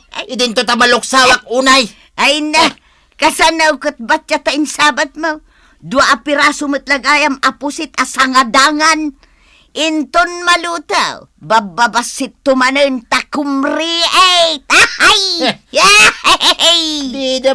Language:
Iloko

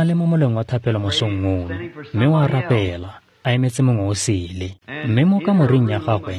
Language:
Tswana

